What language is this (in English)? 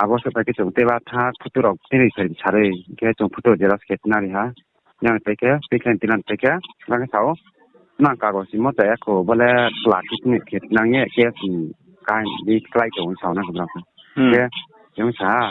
Riang (India)